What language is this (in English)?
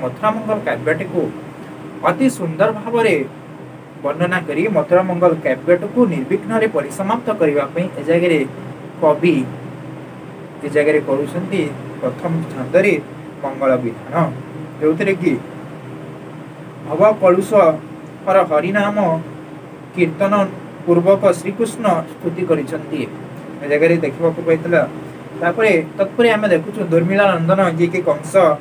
Odia